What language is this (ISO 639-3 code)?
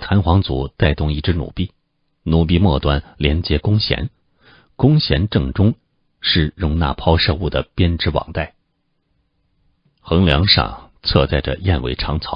zho